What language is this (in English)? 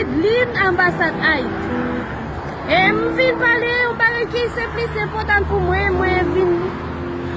Haitian Creole